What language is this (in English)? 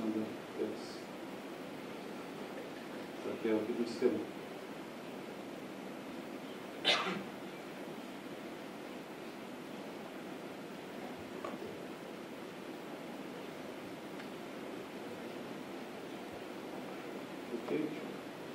Russian